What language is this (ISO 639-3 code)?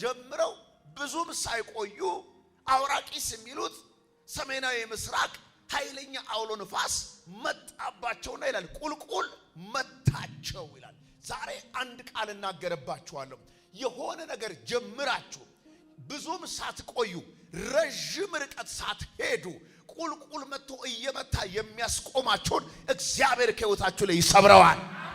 amh